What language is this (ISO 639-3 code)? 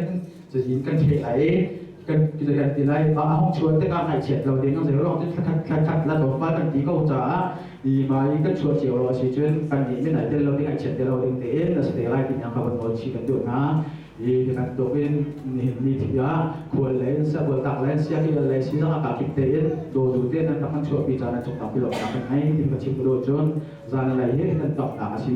cnh